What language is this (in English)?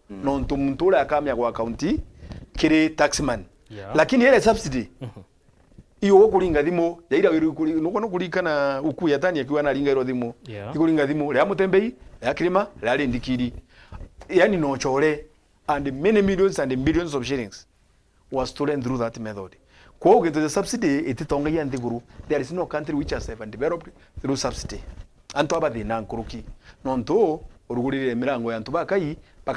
Meru